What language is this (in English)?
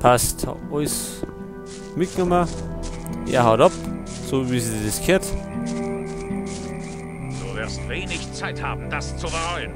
Bavarian